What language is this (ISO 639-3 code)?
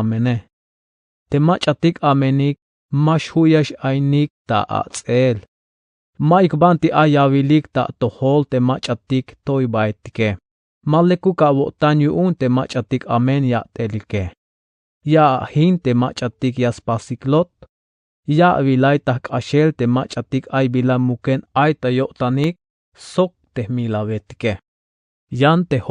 tzh